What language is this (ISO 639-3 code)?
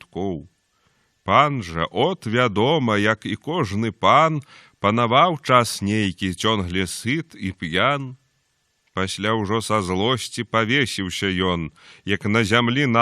bel